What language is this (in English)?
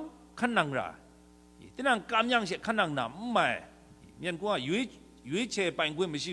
Kachin